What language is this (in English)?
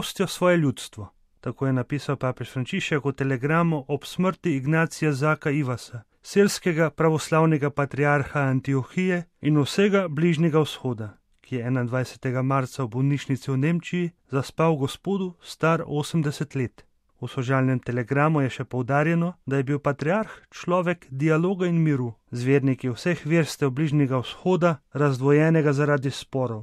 Slovenian